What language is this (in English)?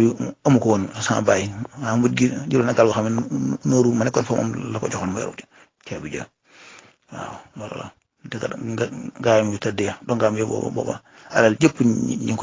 Wolof